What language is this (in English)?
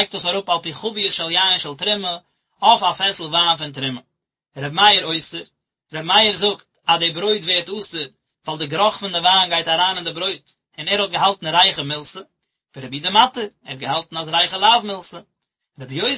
Yiddish